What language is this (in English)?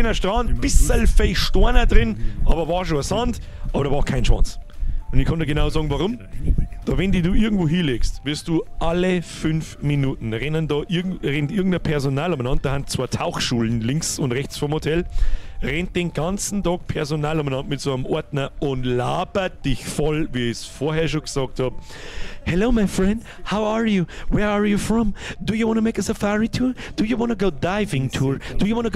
Bavarian